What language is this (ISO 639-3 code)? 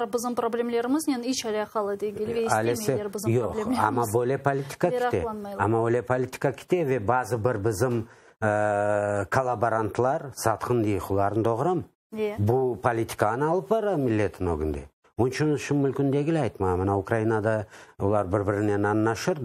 crh